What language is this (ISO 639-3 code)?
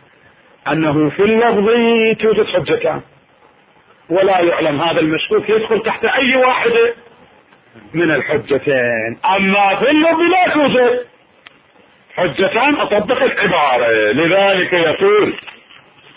ara